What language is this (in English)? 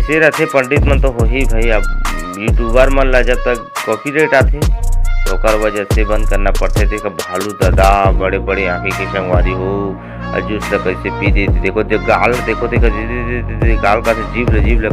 Chhattisgarhi